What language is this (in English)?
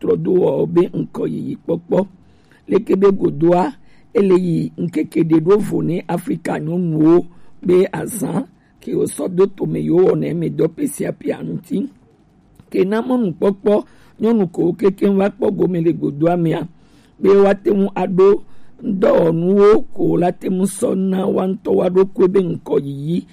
Gen